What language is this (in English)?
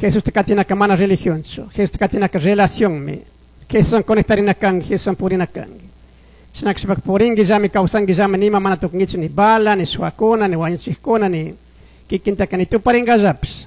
Chimborazo Highland Quichua